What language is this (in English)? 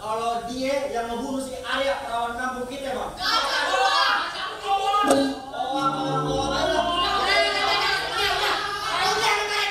Betawi